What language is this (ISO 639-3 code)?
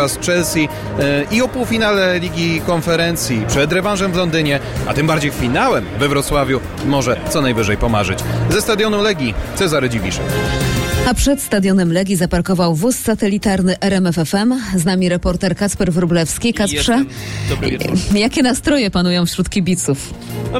pol